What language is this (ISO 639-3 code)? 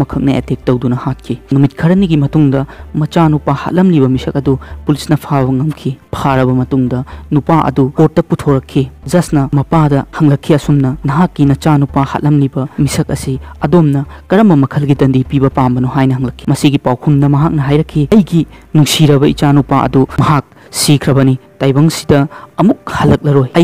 mni